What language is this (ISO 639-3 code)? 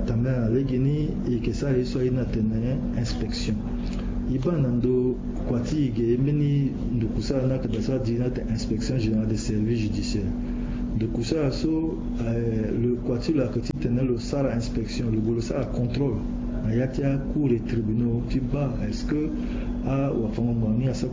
sag